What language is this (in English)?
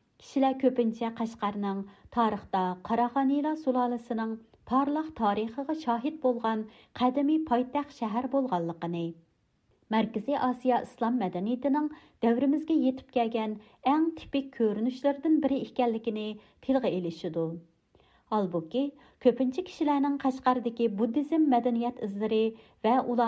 Uyghur